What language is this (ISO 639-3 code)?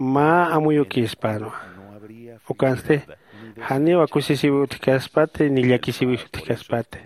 aym